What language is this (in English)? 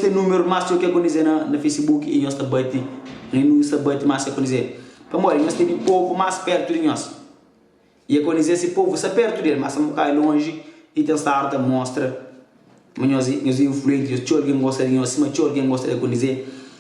Kabuverdianu